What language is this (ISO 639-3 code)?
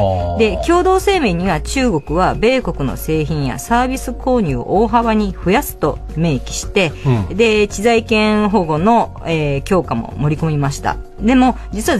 jpn